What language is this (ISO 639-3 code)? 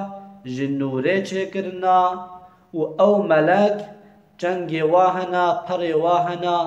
kur